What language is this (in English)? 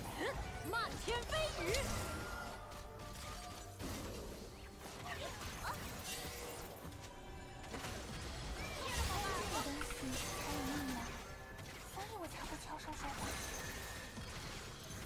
Chinese